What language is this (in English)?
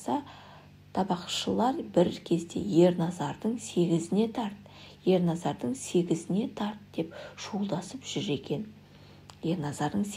Kazakh